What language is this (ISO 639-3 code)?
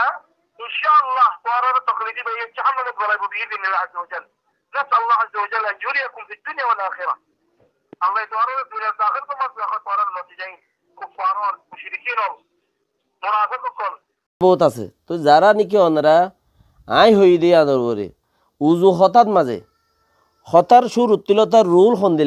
rhg